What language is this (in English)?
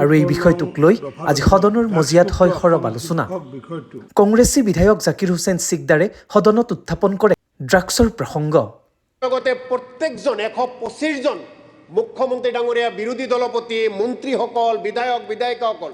Assamese